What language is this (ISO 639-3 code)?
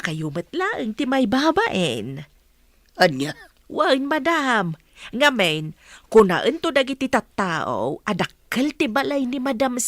ilo